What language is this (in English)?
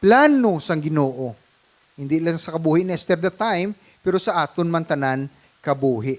Hiligaynon